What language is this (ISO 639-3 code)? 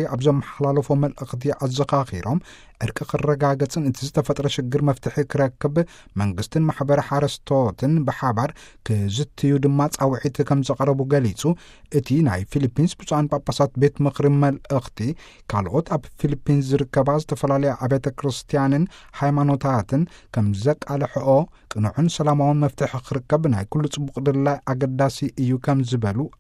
tir